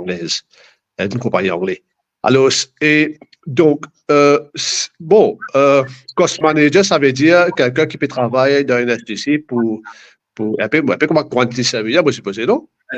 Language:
Morisyen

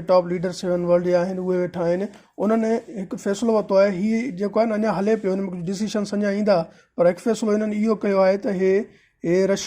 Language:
Sindhi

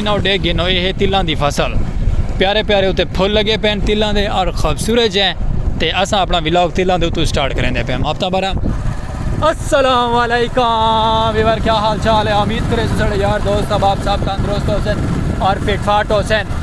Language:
Saraiki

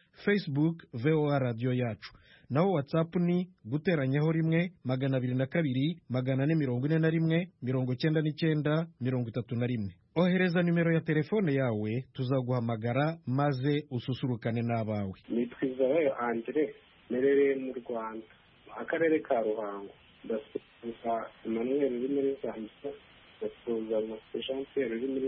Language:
Kinyarwanda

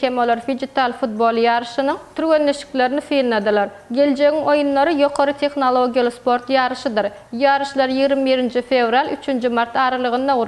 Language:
Turkmen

